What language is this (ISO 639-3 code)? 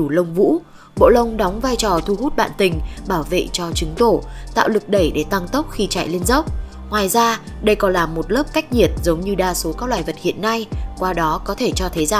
vie